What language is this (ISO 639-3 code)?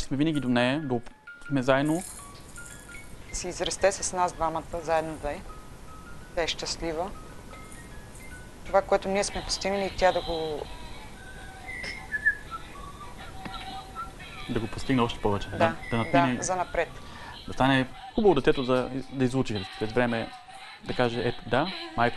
bul